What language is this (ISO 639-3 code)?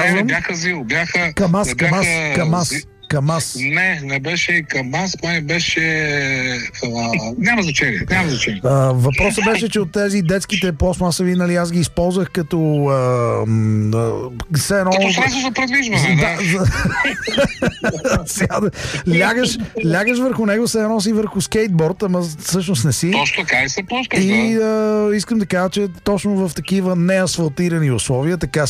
bul